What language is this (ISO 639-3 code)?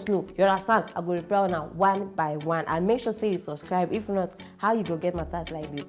pcm